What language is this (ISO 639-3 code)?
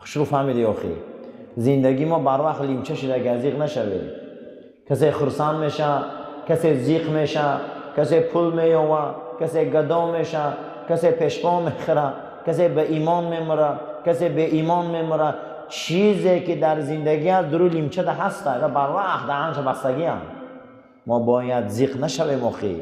tgk